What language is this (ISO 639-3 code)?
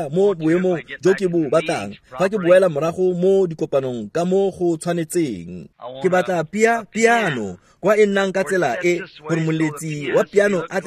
tsn